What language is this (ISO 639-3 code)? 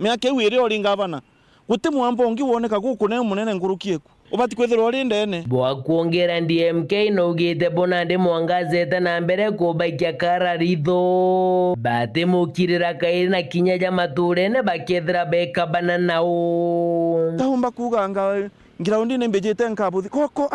mer